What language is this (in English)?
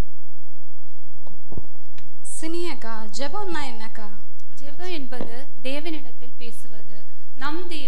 Tamil